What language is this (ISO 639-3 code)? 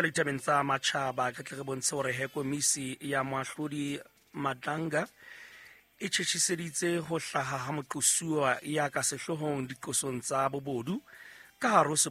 sot